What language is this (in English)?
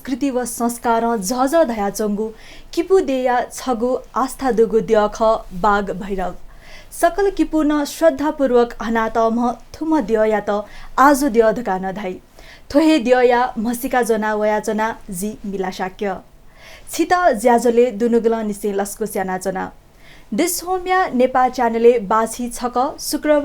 Newari